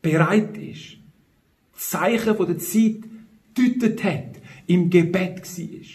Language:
Swiss German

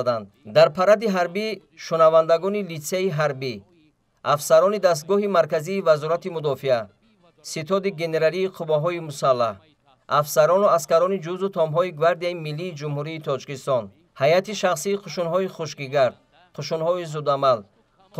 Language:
Tajik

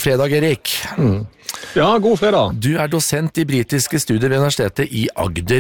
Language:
Norwegian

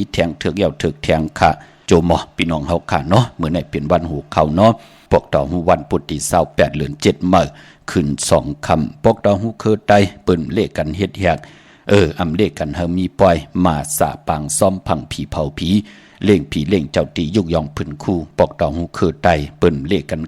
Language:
Shan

